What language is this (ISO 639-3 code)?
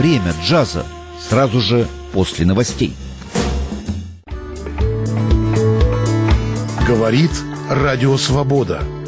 rus